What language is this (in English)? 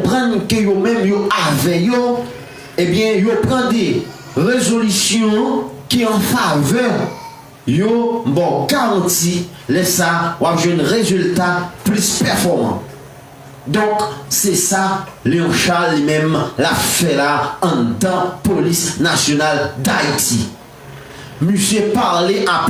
Haitian Creole